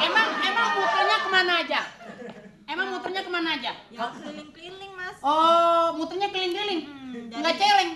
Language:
Betawi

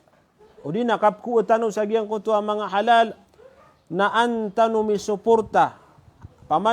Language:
Maranao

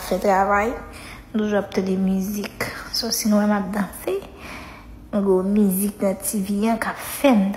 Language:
Haitian Creole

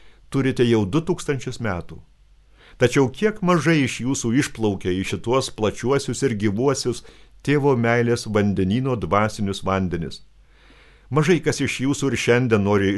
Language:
Lithuanian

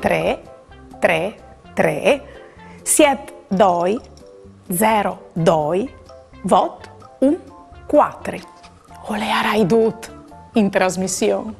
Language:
Friulian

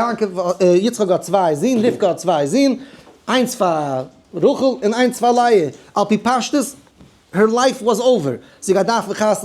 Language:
Yiddish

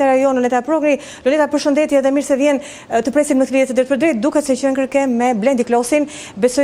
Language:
Albanian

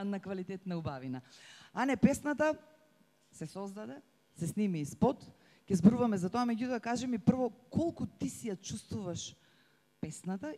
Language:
Macedonian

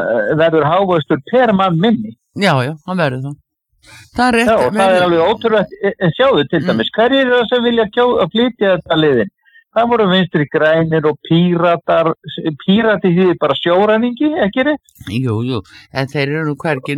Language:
Icelandic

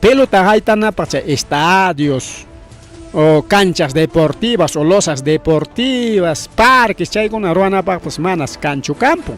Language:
Ayacucho Quechua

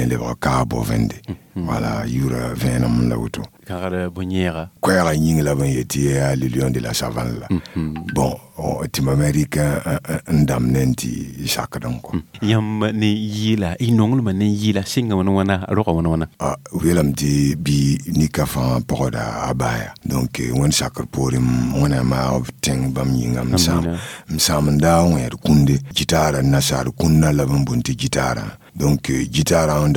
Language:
Mossi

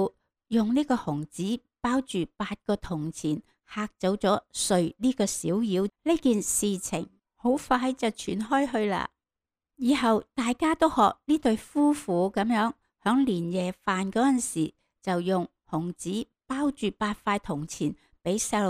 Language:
Cantonese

